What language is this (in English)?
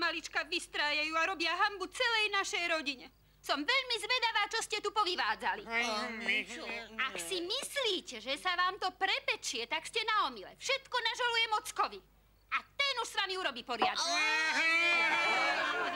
Slovak